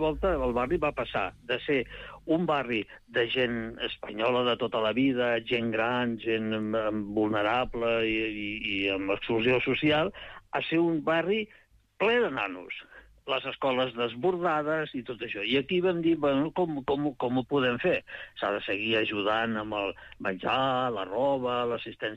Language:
Catalan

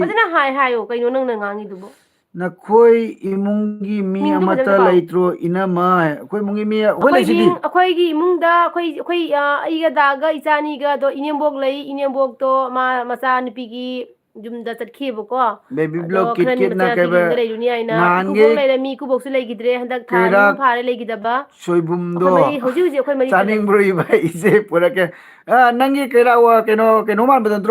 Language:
Manipuri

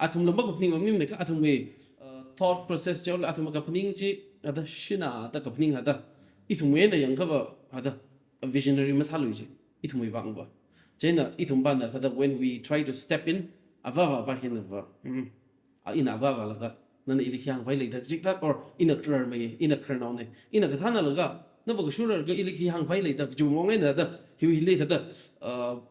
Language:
Tangkhul Naga (India)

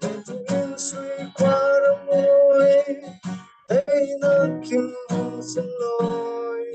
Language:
Falam Chin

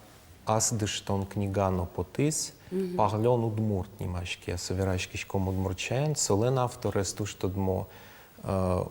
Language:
Udmurt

